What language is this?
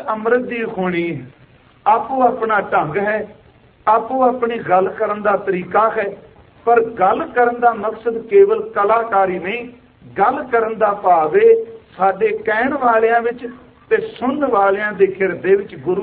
Punjabi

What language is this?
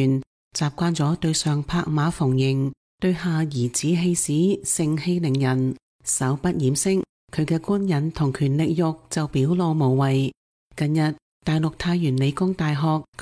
Cantonese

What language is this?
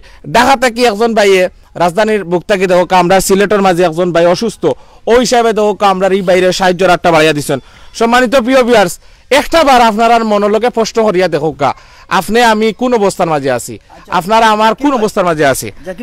Sylheti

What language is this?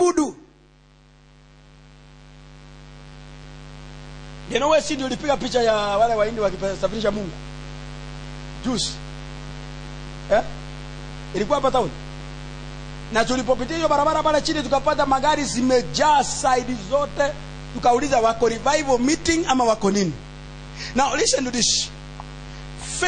Swahili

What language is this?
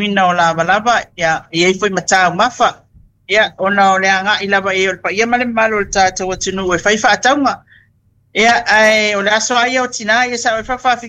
Samoan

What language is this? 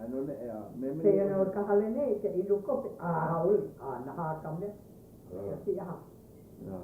Hawaiian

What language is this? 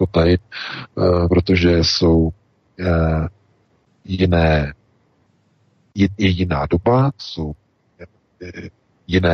Czech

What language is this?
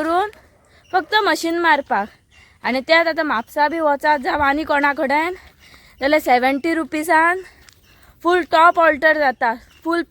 Konkani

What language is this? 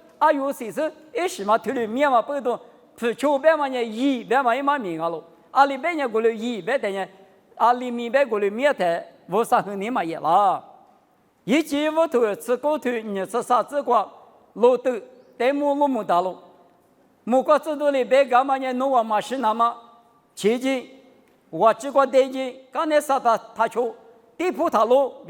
Lisu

